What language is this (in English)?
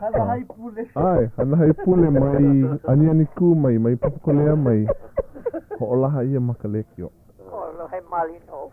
Hawaiian